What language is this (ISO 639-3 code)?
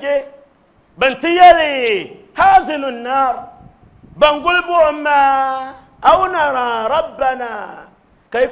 dag